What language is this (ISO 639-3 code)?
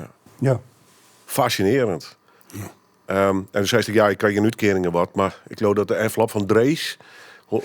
fry